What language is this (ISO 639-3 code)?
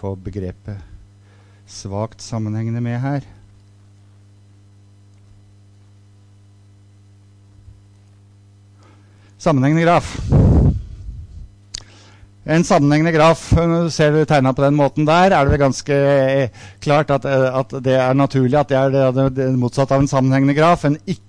nor